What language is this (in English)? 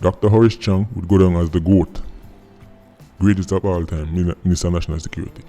Jamaican Creole English